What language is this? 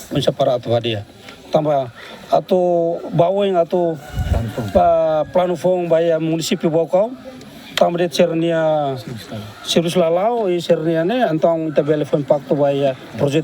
Tetum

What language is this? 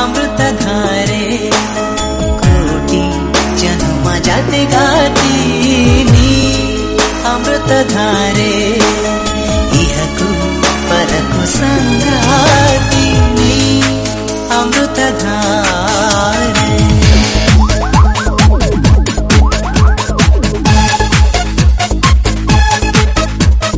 Kannada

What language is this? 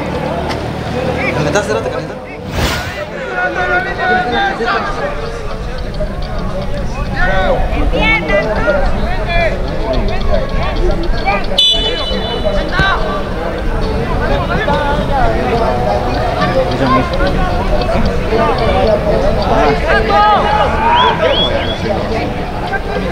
Spanish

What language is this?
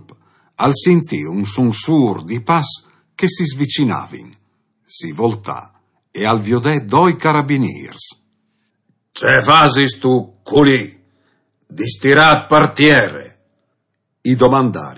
Friulian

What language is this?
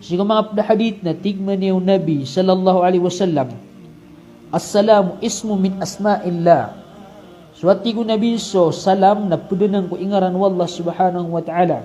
Maranao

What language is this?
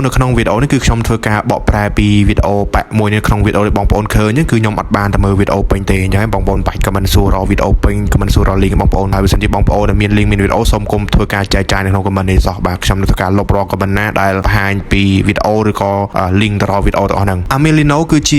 Khmer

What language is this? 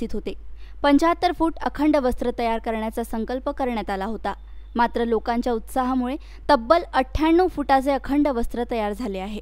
Marathi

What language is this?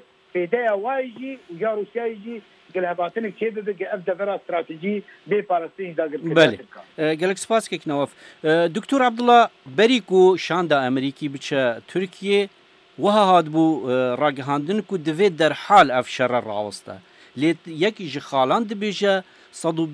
Kurdish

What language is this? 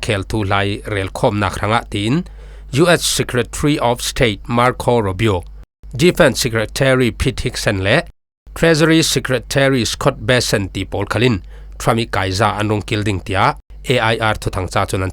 Falam Chin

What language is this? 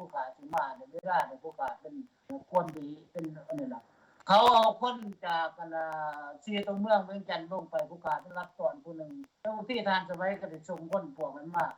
Lao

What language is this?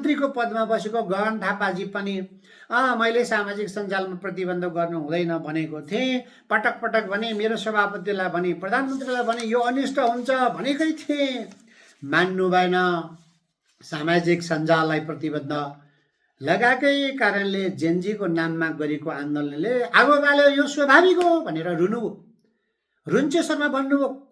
Nepali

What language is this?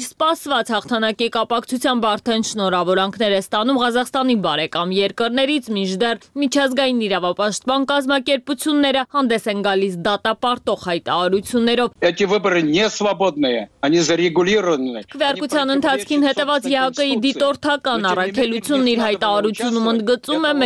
Armenian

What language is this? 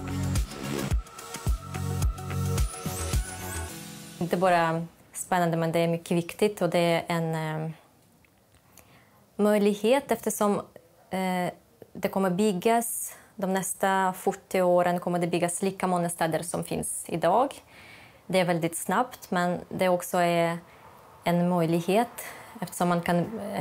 Swedish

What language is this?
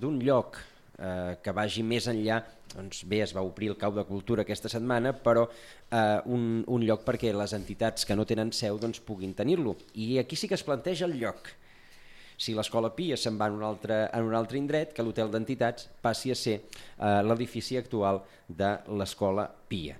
Catalan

